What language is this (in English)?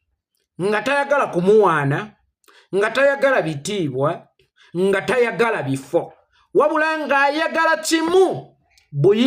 Ganda